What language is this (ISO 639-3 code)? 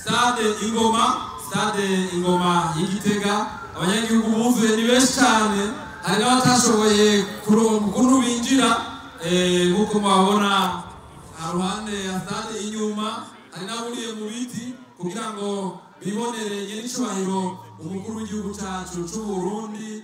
run